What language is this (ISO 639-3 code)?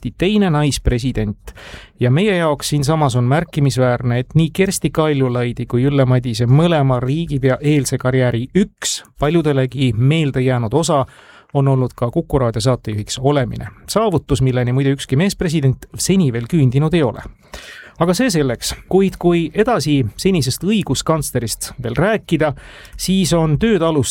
est